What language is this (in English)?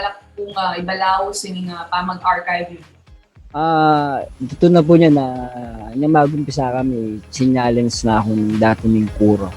Pampanga